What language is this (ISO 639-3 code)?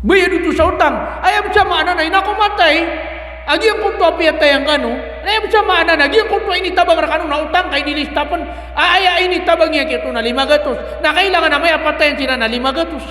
mrw